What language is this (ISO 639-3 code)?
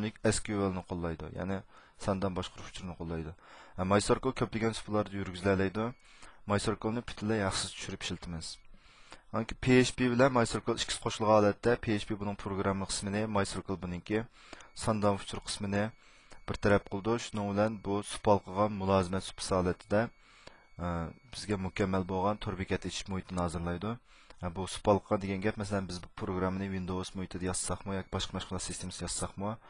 uig